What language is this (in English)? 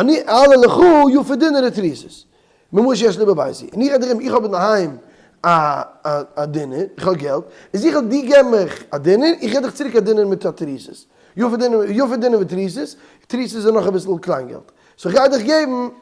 Yiddish